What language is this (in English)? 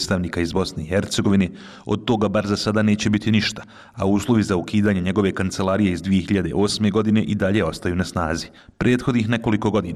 Bosnian